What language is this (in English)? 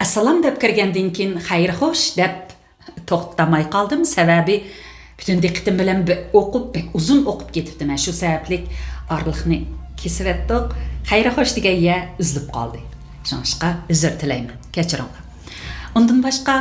Uyghur